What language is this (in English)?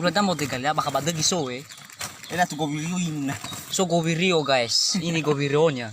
Nias